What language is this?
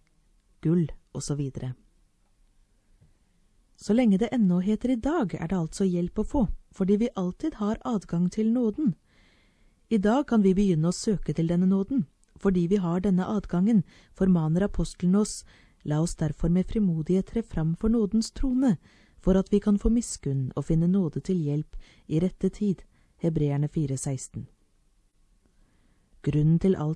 Norwegian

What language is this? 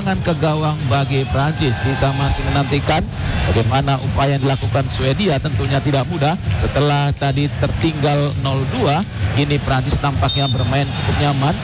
Indonesian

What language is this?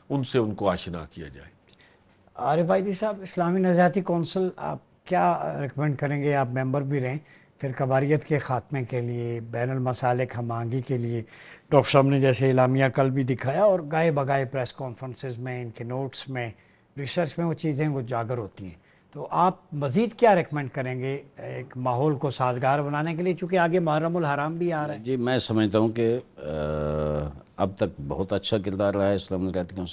Urdu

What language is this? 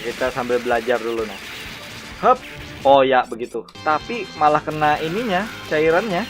Banjar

